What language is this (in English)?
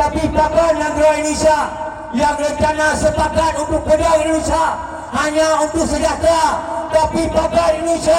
Achinese